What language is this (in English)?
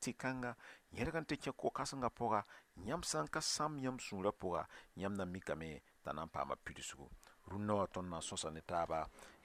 Mossi